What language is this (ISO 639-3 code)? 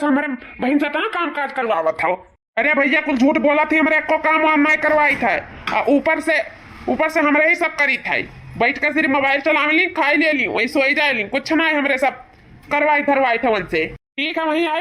awa